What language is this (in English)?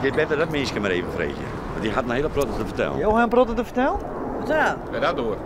Western Frisian